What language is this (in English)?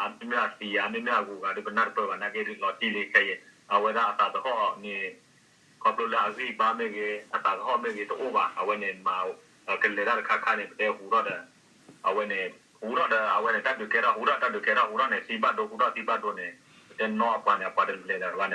S'gaw Karen